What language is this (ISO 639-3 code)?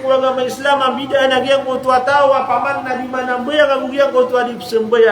mrw